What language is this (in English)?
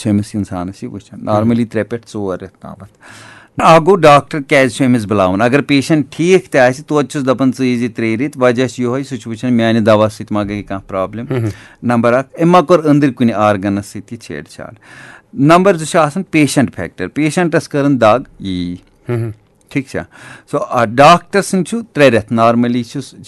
Kashmiri